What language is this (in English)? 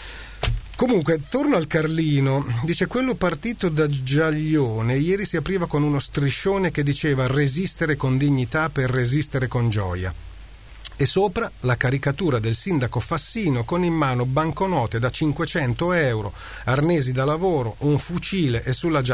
Italian